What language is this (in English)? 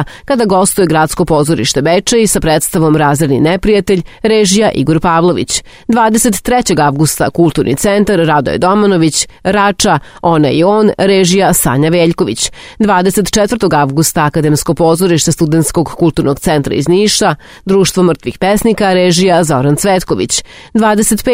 Serbian